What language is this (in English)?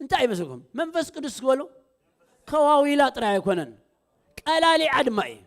Tigrinya